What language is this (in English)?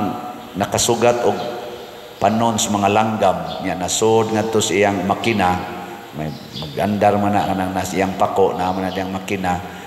Cebuano